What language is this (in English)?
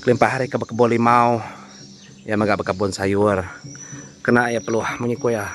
Iban